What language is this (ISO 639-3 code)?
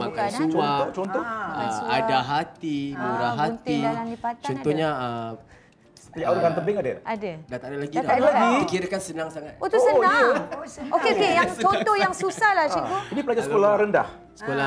msa